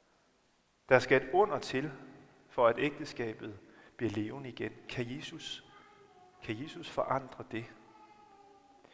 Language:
Danish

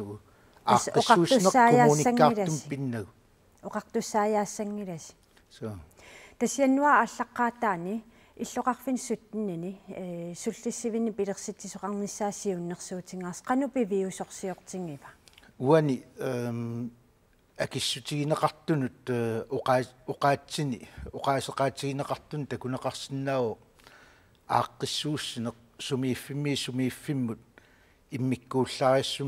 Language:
Kalaallisut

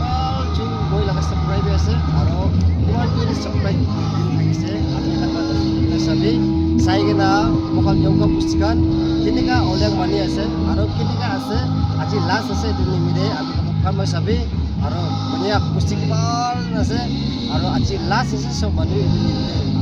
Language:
Naga Pidgin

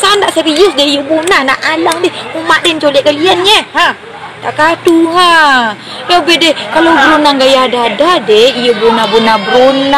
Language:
Minangkabau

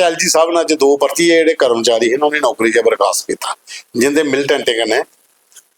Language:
Dogri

